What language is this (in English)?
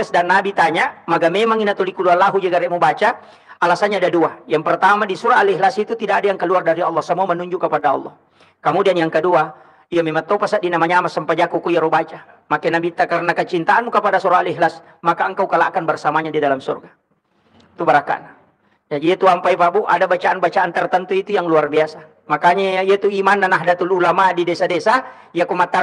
Buginese